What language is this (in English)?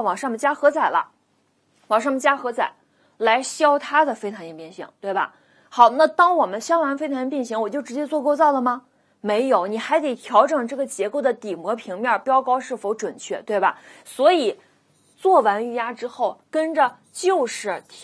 Chinese